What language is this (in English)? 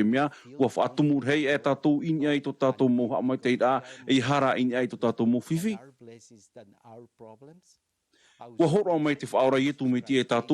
Tahitian